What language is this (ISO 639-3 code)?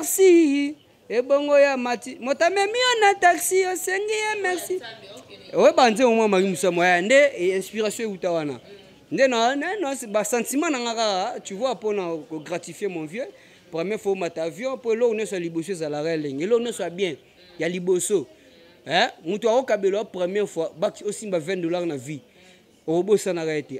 lin